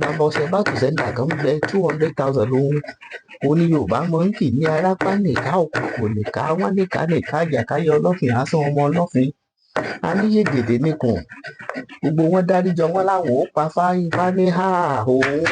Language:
Yoruba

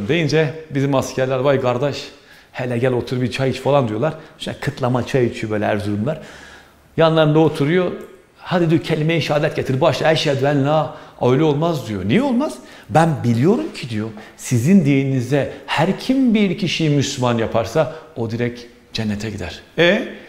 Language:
Turkish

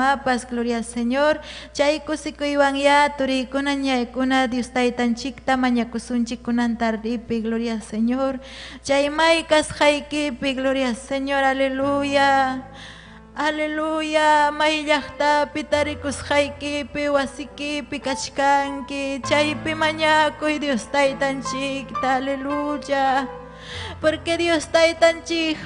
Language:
Ayacucho Quechua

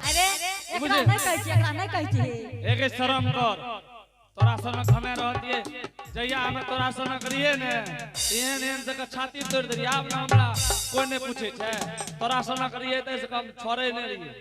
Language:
Angika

